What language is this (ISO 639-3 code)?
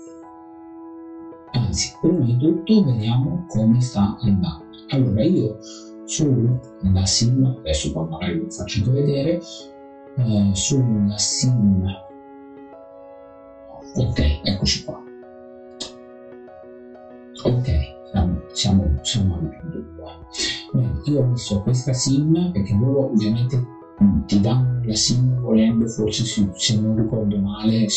ita